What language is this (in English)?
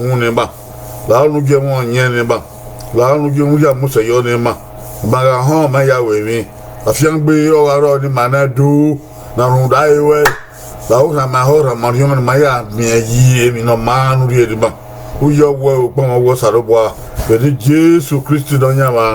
Bini